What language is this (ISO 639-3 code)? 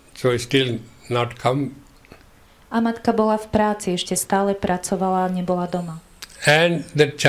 slk